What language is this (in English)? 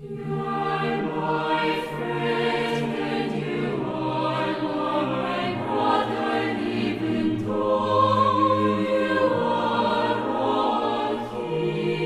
South Bolivian Quechua